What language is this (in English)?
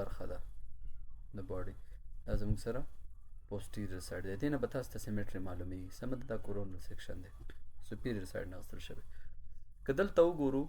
Pashto